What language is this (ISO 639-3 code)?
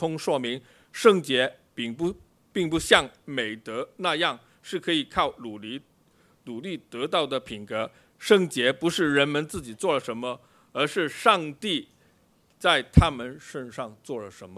zho